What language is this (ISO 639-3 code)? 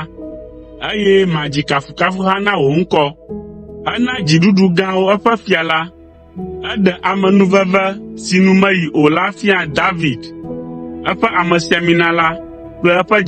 ewe